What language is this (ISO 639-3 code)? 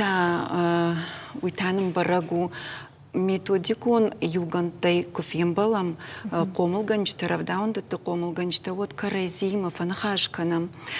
oss